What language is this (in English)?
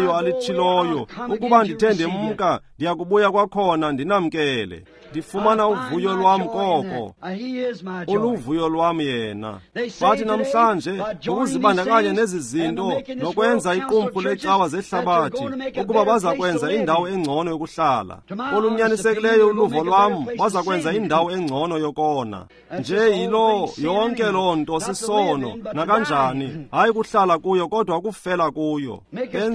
Xhosa